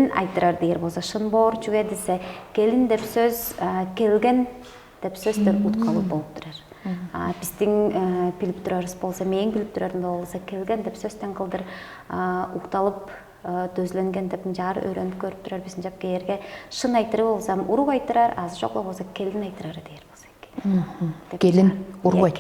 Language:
Tuvinian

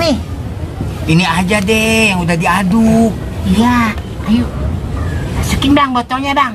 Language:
Betawi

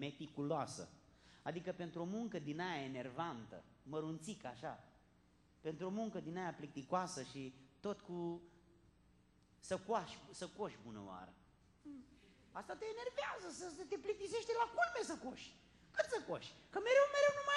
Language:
Romanian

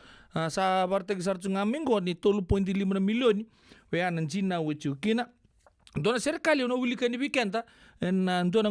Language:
Fijian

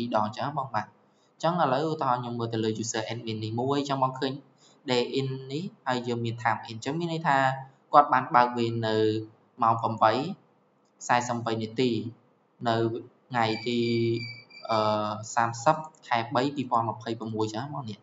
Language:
Khmer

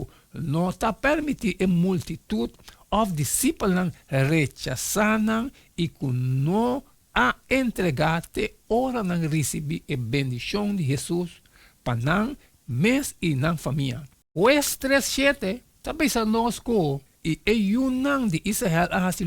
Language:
Papiamento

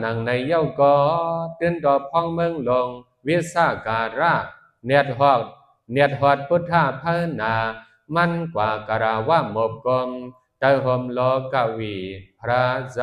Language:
Shan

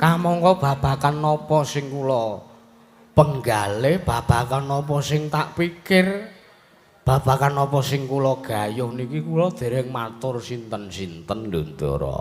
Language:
Javanese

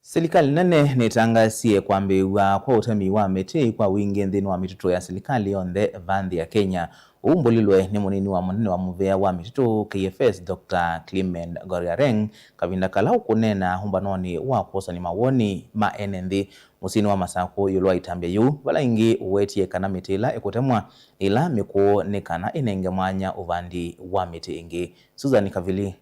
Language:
Kamba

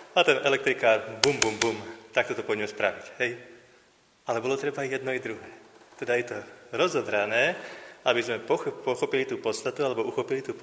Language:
Slovak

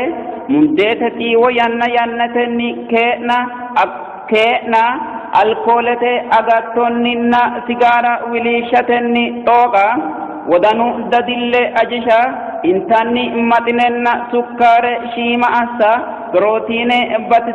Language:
Sidamo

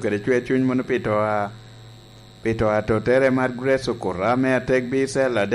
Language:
Lango (Uganda)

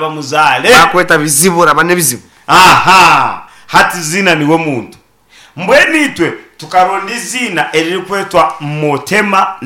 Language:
Nyankole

